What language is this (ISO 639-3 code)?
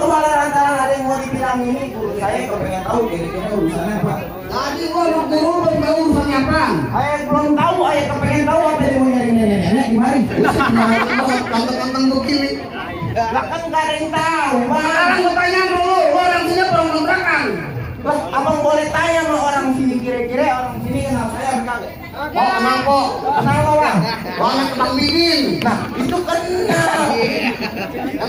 bew